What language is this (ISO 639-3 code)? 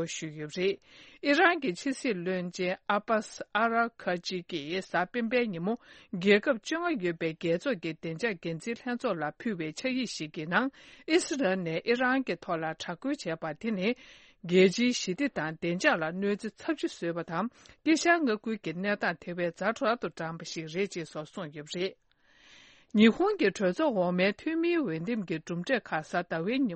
bod